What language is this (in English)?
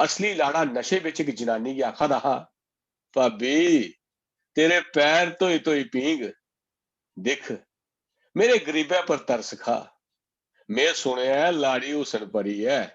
Dogri